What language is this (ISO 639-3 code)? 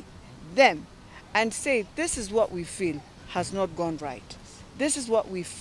kam